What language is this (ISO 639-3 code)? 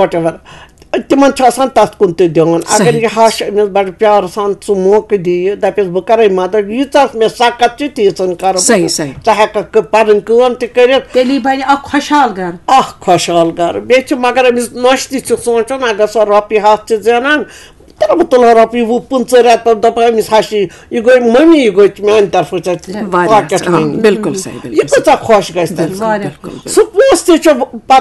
kas